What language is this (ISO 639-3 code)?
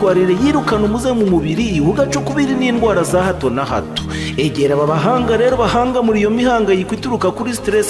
kin